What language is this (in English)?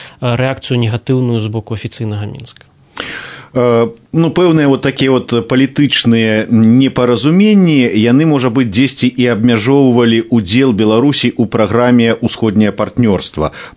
Belarusian